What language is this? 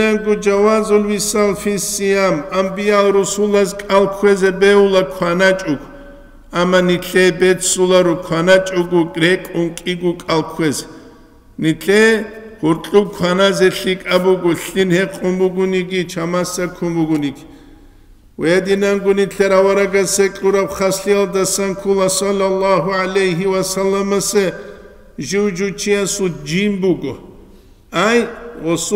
Avaric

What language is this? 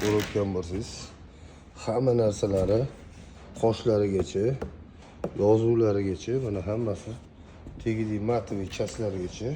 Uzbek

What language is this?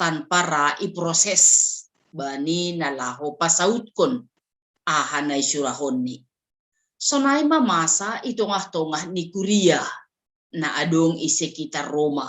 Batak Simalungun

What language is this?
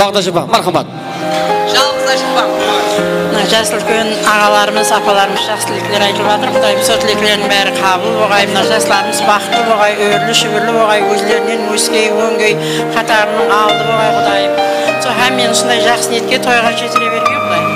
Kara-Kalpak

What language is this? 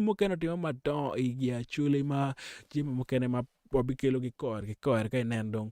Acoli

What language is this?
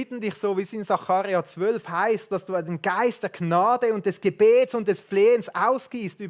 Swiss German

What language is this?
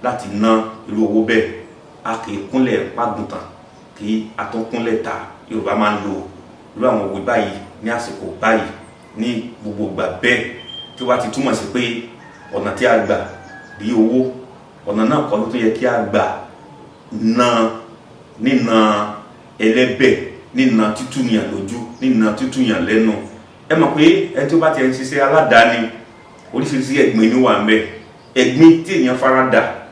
Yoruba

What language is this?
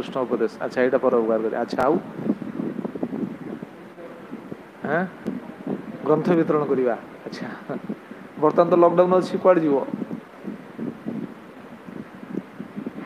Odia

